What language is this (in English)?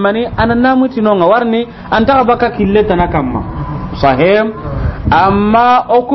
Soninke